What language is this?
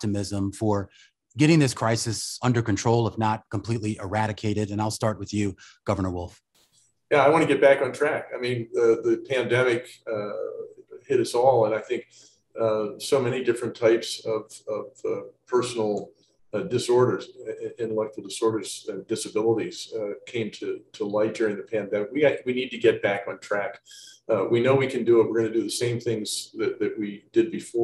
English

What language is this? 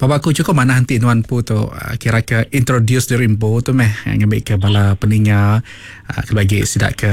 Iban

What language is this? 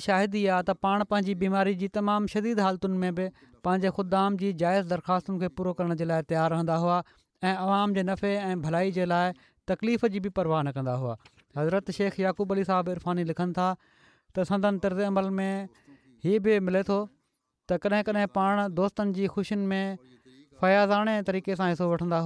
Sindhi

